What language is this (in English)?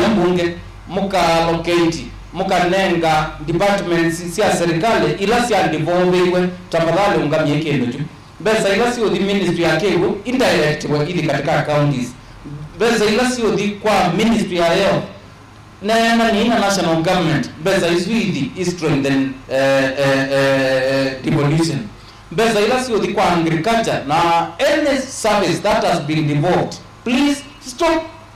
Kamba